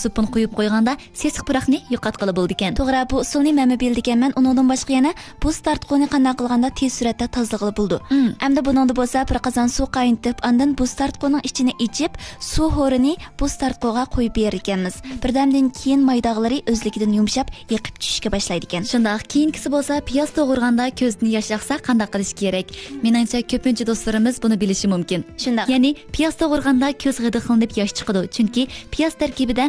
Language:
Uyghur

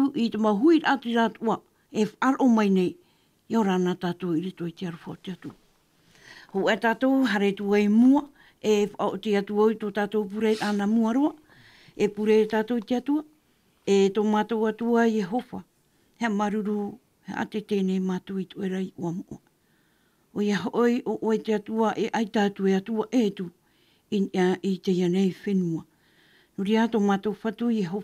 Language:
Tahitian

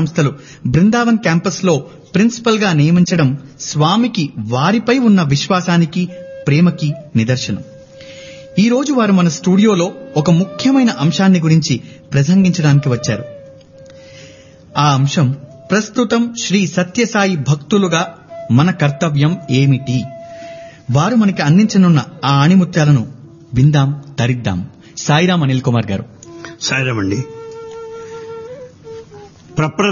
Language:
Telugu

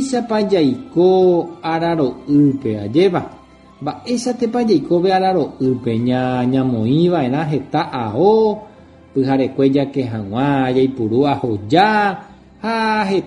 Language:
Guarani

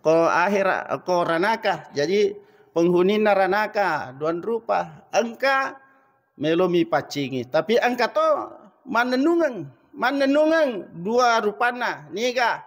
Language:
Buginese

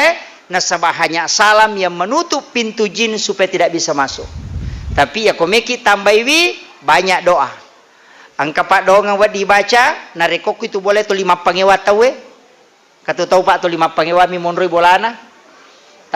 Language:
Buginese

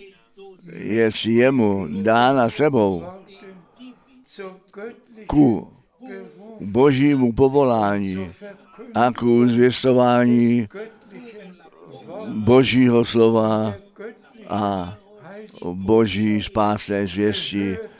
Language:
Czech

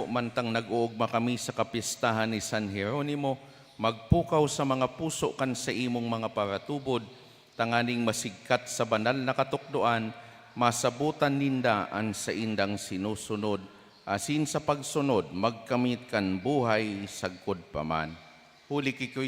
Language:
Bikol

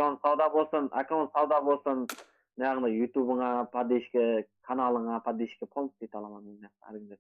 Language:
Kara-Kalpak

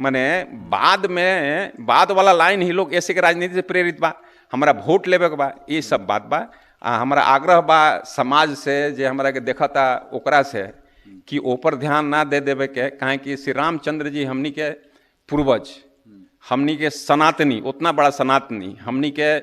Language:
Bhojpuri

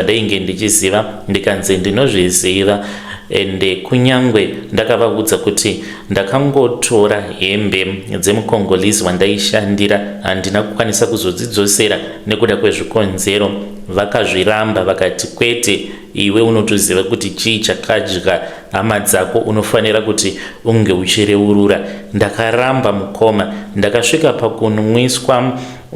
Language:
Shona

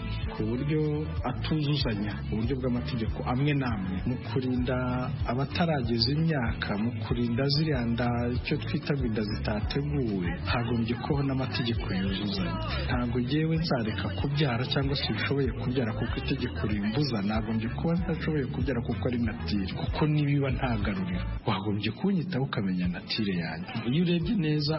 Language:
Kinyarwanda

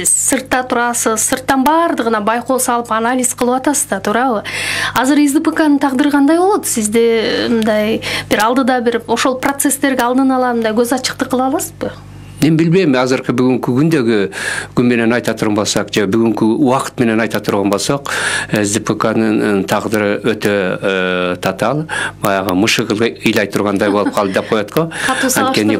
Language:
Kyrgyz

